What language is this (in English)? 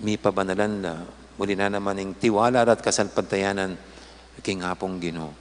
Pampanga